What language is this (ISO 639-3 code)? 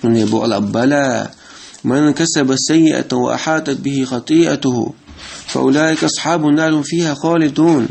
che